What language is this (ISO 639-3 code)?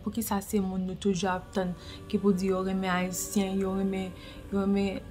hat